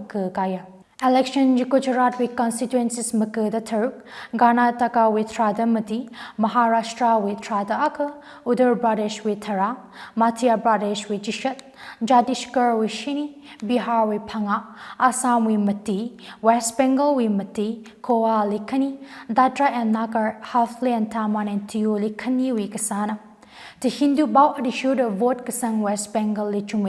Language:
Tangkhul Naga (India)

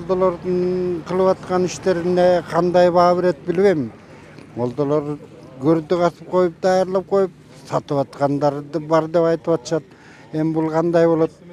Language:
Kyrgyz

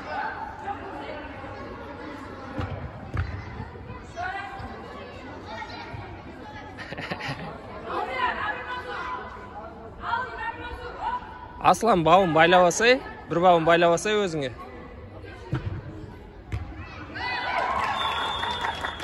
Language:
Kazakh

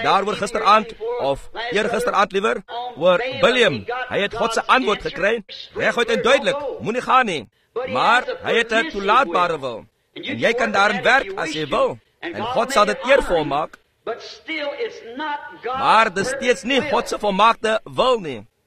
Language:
Afrikaans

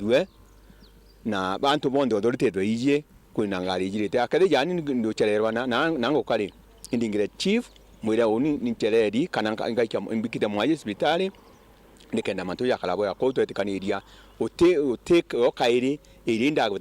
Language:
Meru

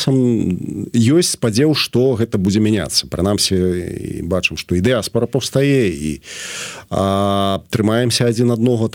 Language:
Belarusian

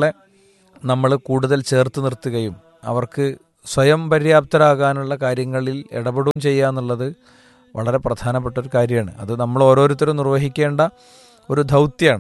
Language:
Malayalam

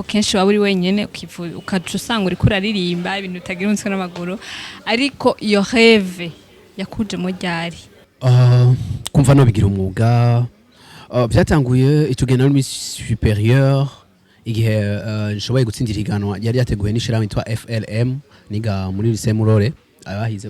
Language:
Rundi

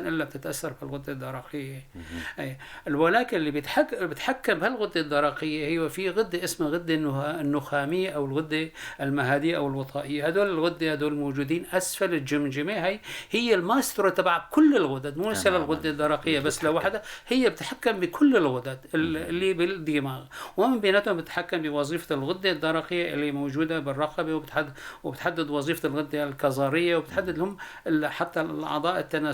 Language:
North Levantine Arabic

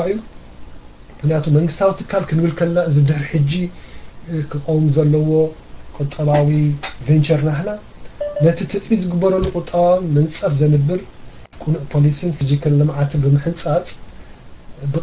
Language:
Tigrinya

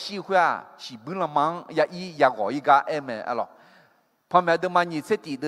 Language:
Akha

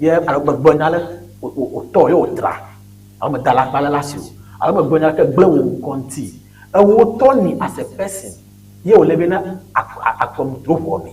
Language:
Ewe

